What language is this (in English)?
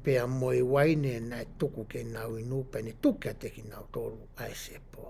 Tongan